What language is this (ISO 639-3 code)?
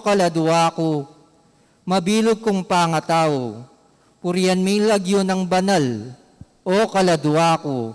pam